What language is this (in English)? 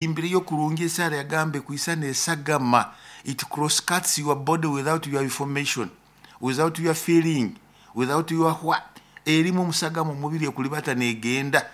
Nyoro